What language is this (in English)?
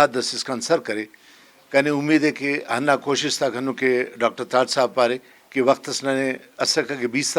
Brahui